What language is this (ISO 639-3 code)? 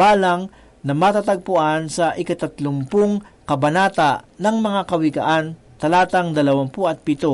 fil